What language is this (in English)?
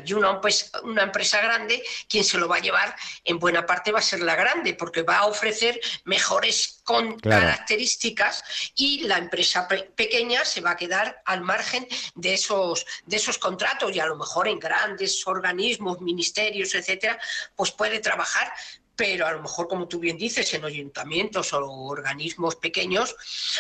Spanish